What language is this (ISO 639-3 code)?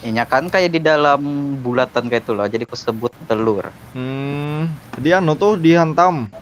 bjn